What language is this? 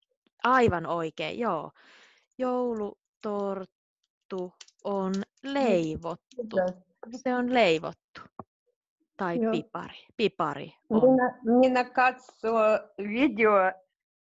Finnish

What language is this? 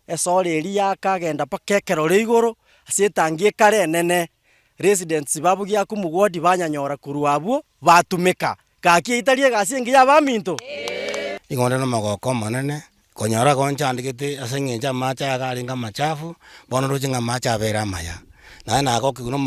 Gusii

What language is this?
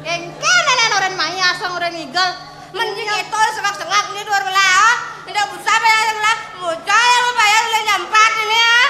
Balinese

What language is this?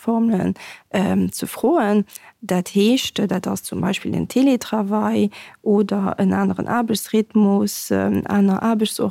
Luxembourgish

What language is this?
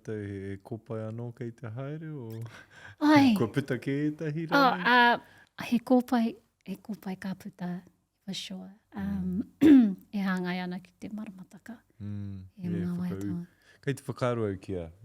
Māori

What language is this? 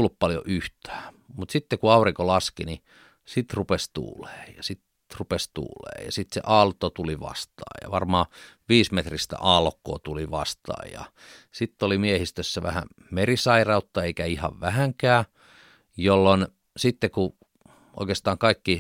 Finnish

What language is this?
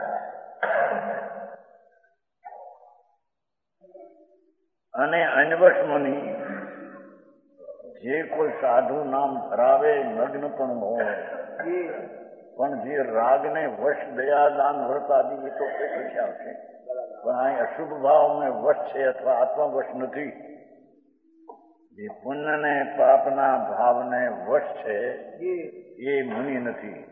Gujarati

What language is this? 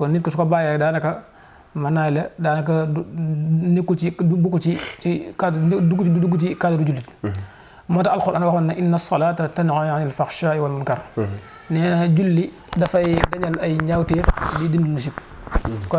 Wolof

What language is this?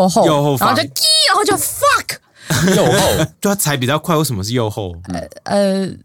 Chinese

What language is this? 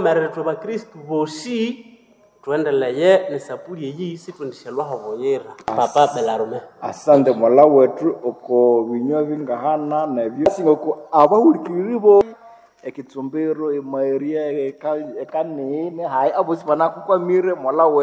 Nande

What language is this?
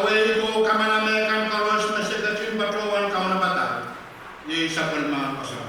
Pohnpeian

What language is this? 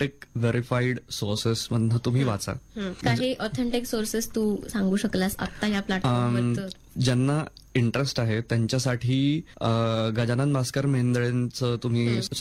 Marathi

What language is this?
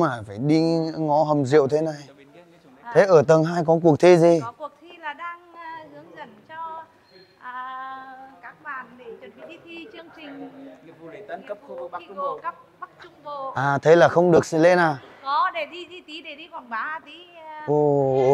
Vietnamese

